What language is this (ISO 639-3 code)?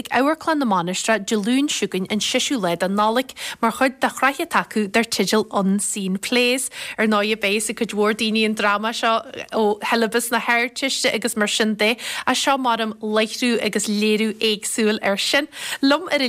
gle